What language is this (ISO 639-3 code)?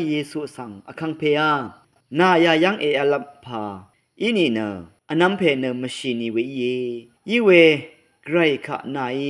raw